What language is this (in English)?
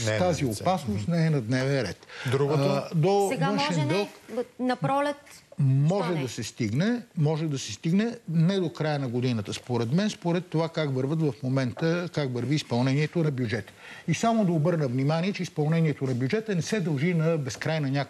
Bulgarian